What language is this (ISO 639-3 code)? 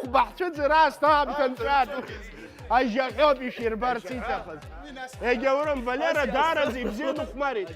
abk